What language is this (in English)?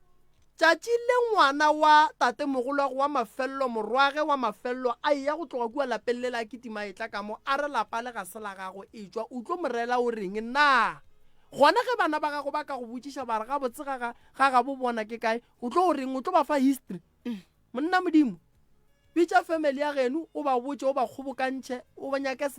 Northern Sotho